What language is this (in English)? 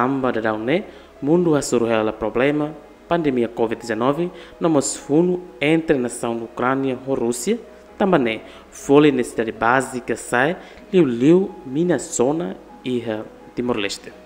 Tetum